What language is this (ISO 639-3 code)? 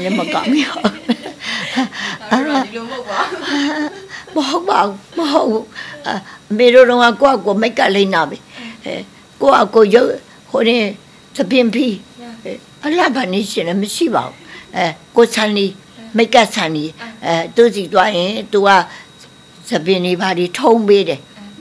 mya